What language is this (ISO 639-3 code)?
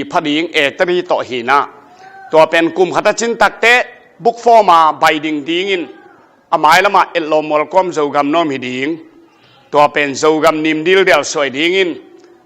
ctd